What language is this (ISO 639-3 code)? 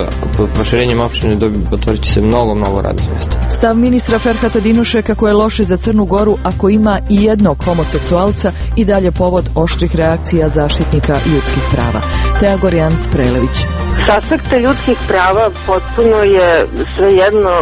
srp